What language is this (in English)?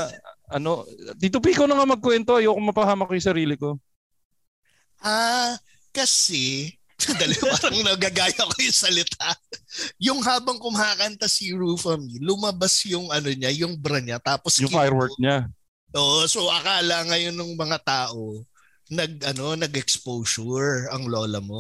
Filipino